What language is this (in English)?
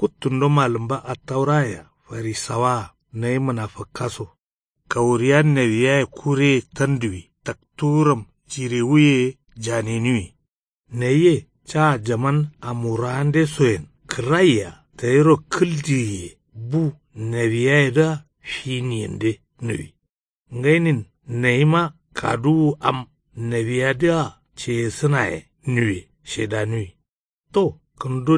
Kanuri